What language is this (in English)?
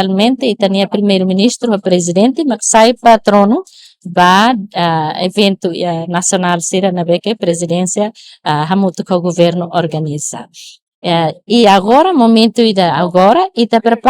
Tetum